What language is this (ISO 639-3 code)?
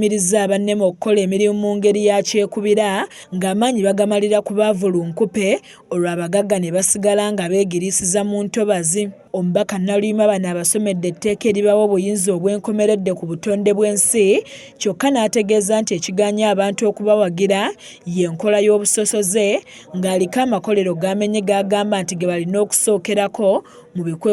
lug